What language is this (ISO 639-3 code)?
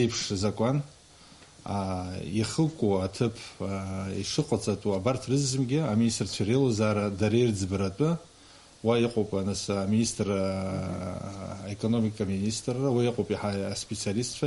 abk